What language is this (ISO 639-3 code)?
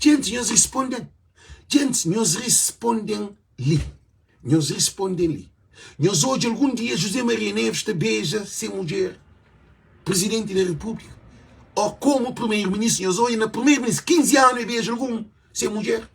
kea